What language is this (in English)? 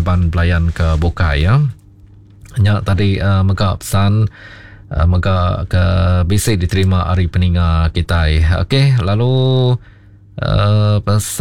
Iban